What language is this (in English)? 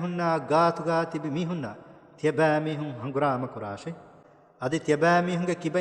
Divehi